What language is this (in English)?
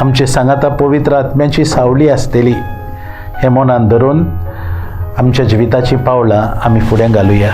Konkani